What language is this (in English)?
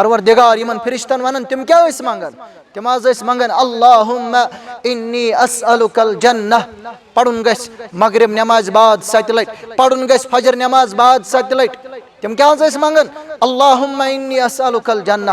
Kashmiri